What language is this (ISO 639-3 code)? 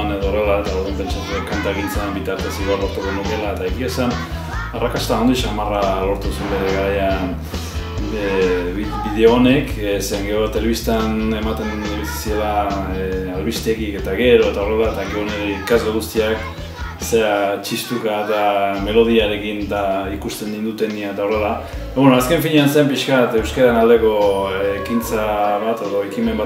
eus